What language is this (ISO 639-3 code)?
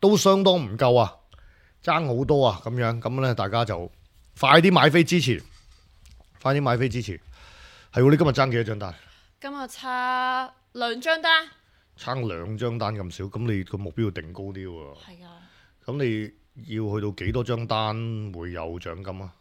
yue